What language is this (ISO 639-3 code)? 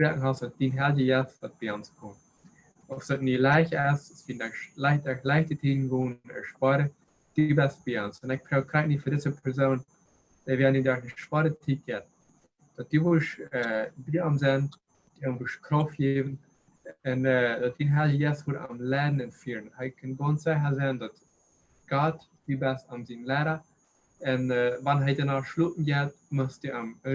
pdt